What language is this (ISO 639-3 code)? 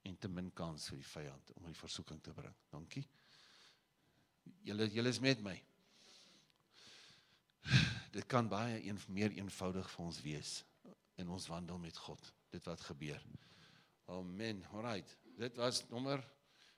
afr